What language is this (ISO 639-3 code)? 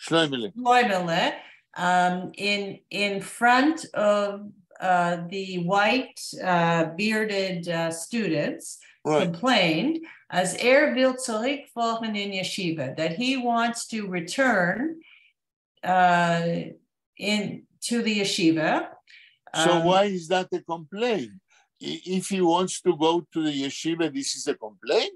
yid